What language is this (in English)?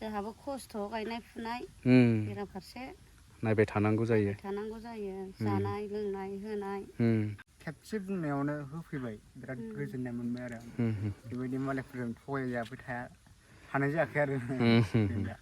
Bodo